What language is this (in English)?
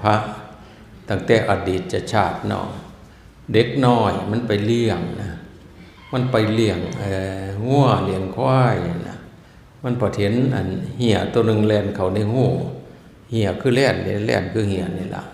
Northeastern Thai